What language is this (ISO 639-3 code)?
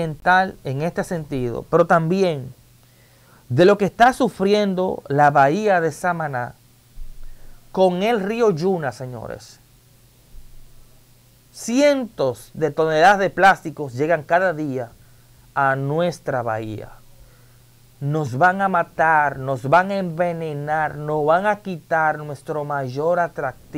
spa